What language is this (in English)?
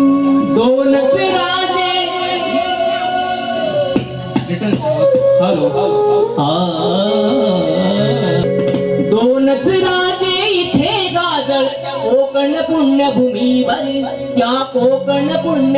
Marathi